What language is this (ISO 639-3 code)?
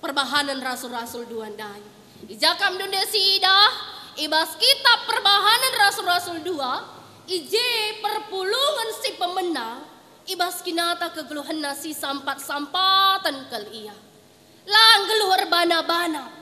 btx